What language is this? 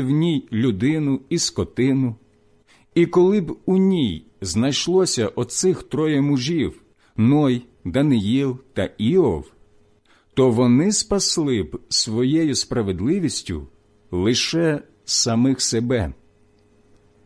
Ukrainian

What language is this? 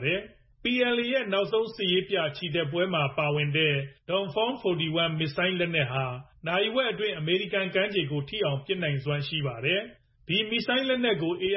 Burmese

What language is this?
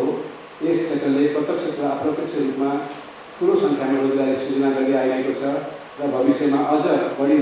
Nepali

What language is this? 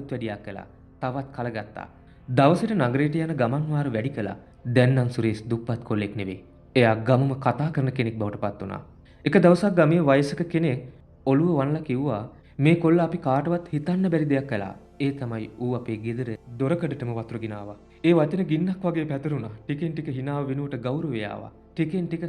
Sinhala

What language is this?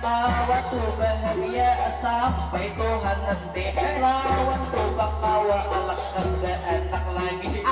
Banjar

